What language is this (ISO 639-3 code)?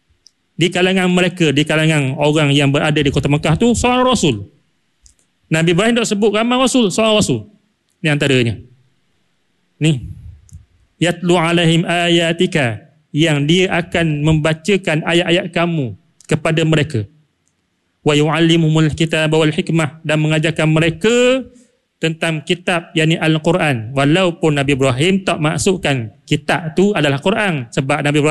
msa